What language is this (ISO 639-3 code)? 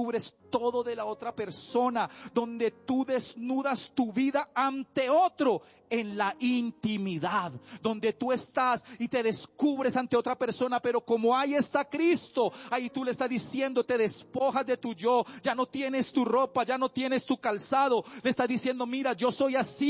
spa